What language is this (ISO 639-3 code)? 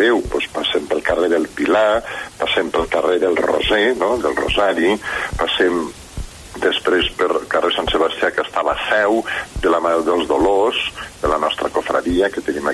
cat